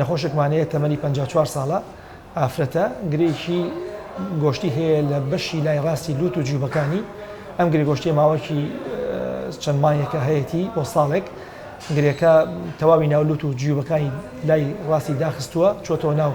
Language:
Central Kurdish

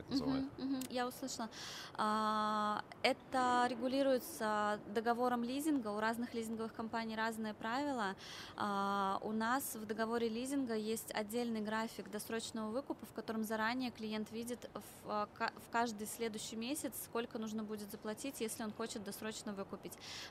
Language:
Russian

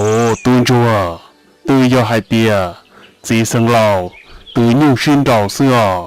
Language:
Hmong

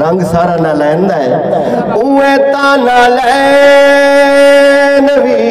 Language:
Saraiki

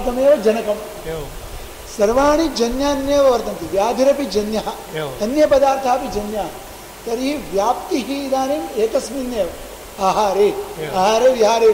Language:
Sanskrit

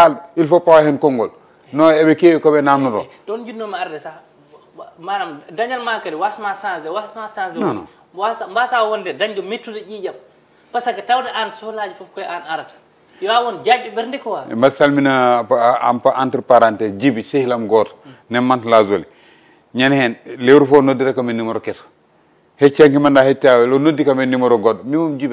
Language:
Fula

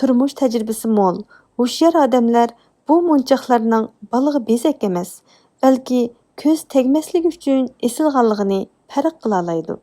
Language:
Uyghur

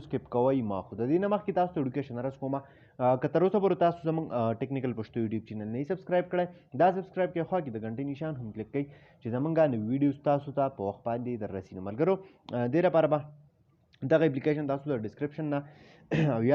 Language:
Pashto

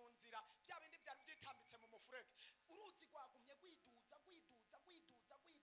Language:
Rundi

